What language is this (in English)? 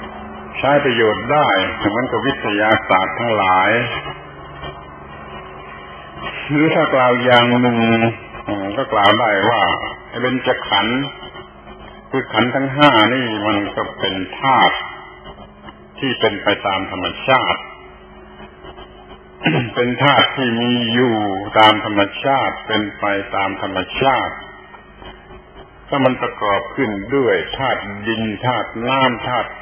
Thai